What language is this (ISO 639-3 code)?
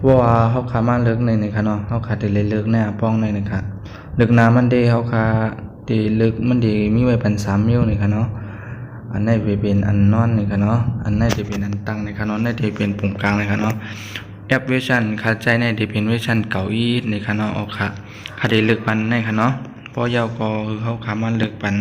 shn